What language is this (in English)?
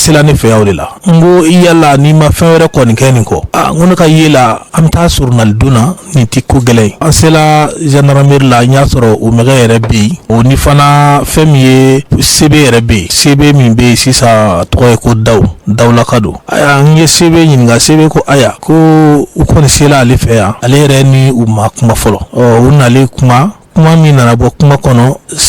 Bambara